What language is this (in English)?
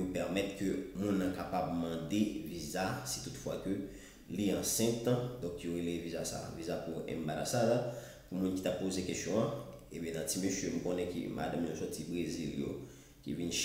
Haitian Creole